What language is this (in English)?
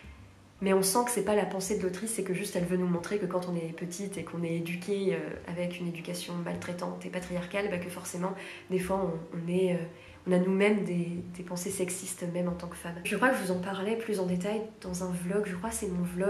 French